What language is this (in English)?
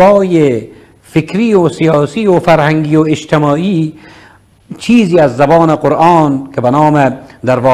Persian